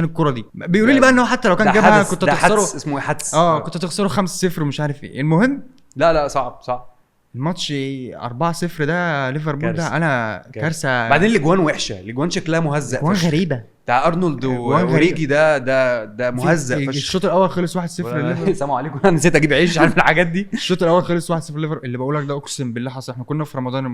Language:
Egyptian Arabic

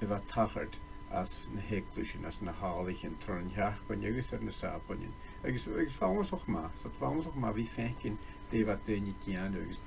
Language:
Scottish Gaelic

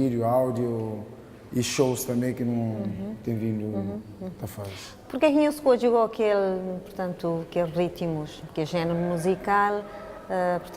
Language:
Kabuverdianu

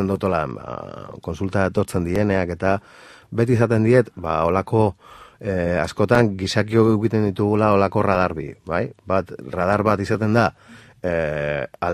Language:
Basque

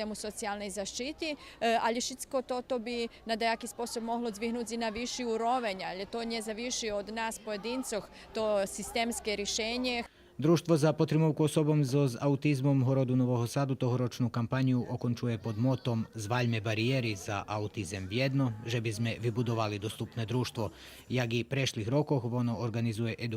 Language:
Rusyn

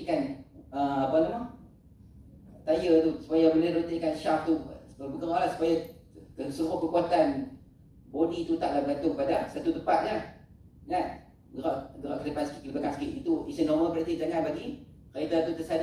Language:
Malay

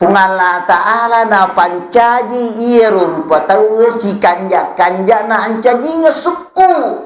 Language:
Buginese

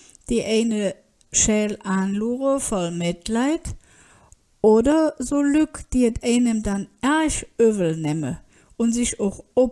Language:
Colognian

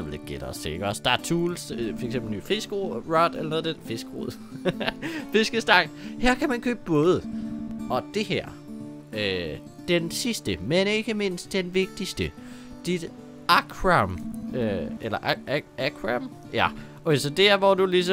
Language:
Danish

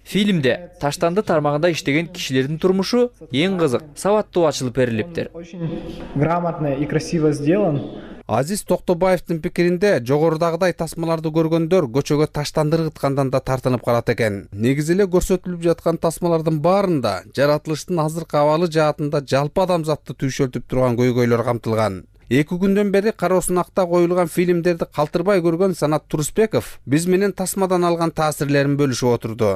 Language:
Kyrgyz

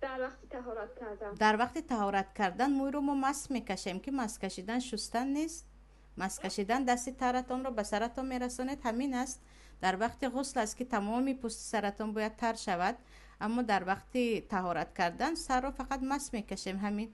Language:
Tajik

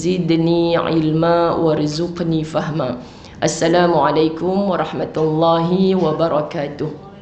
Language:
Malay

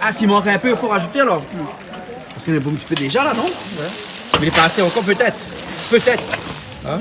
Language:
Réunion Creole French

